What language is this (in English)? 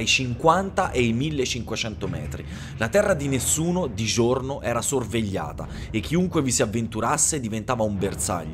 Italian